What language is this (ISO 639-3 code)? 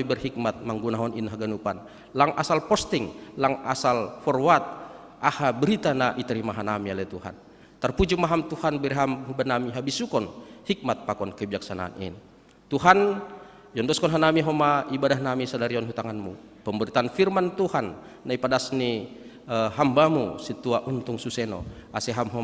bts